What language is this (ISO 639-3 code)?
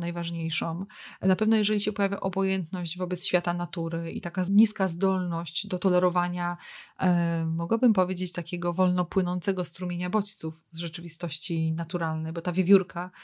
pol